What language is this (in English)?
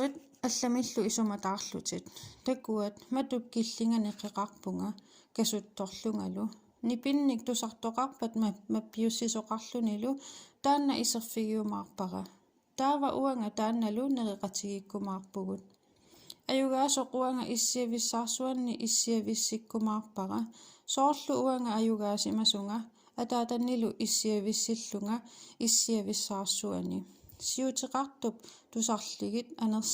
Kalaallisut